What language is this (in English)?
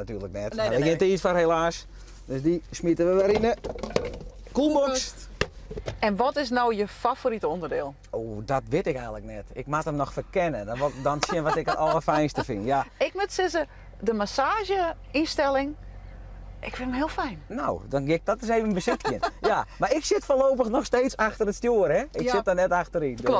Western Frisian